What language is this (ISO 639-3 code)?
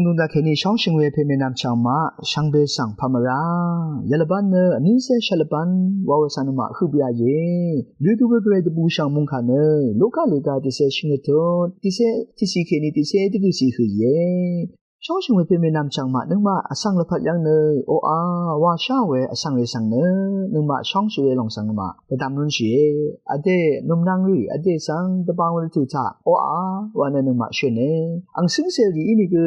raw